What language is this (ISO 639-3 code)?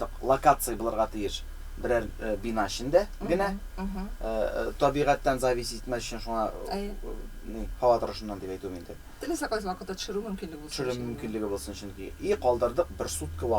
tat